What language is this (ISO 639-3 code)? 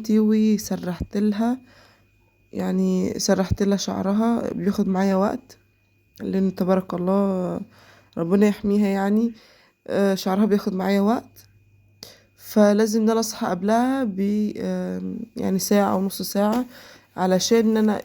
arz